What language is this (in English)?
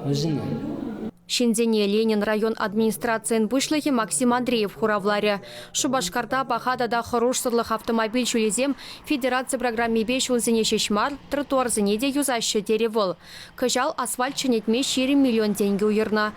Chuvash